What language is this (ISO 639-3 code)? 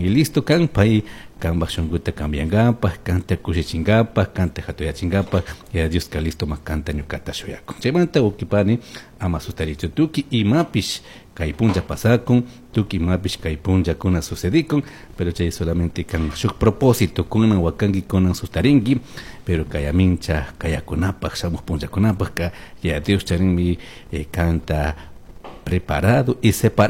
qug